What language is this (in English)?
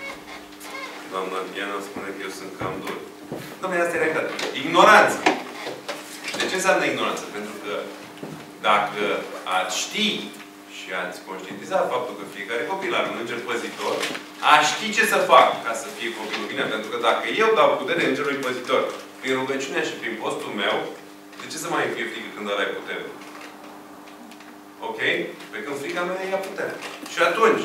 Romanian